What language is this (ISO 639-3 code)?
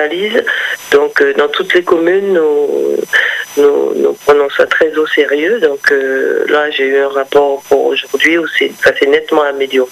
fra